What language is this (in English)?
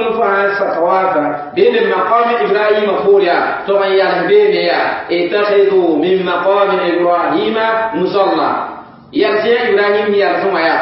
Mossi